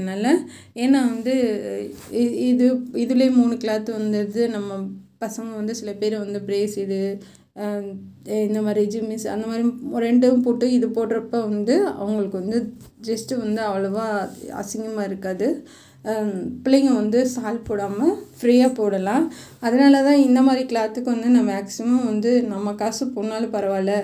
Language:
Tamil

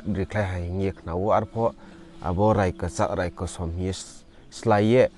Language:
Riang (India)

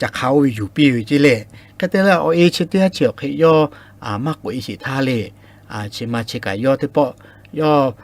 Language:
Lahu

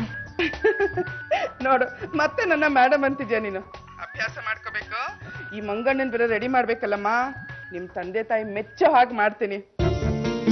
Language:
Kannada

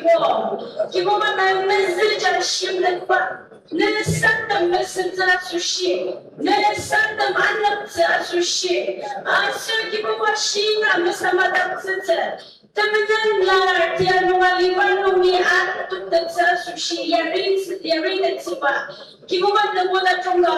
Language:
Ao Naga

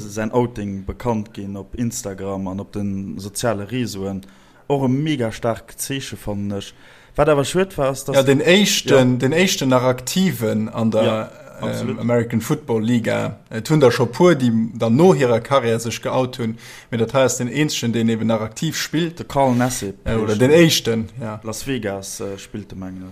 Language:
Luxembourgish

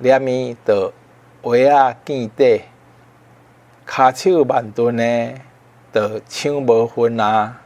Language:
Min Nan Chinese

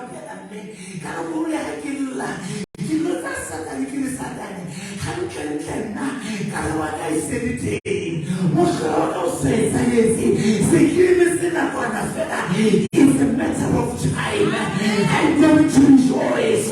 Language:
Southern Sotho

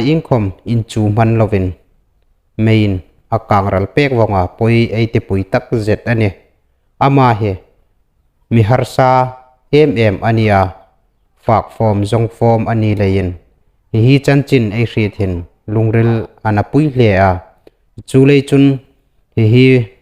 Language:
Hmar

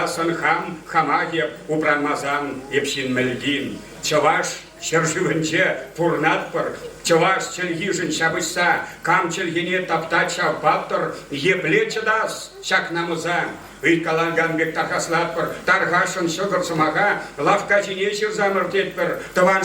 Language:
Chuvash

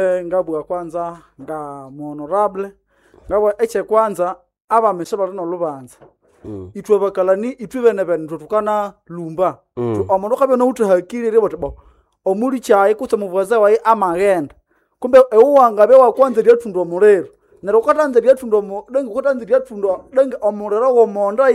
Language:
Nande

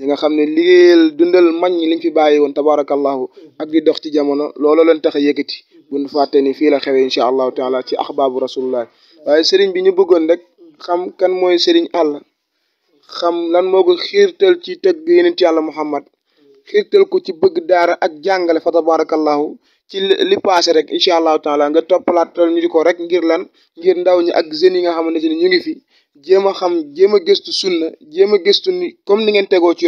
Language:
Wolof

